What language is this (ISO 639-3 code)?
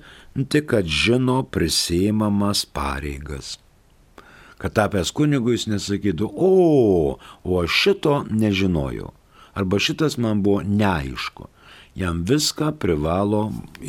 lit